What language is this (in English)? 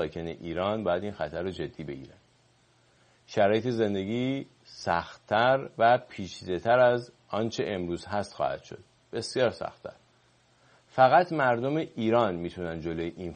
Persian